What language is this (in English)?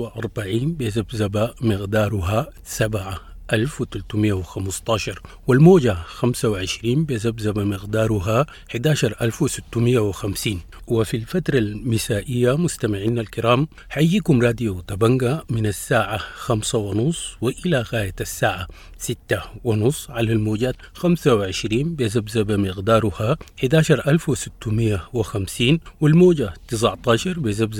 Arabic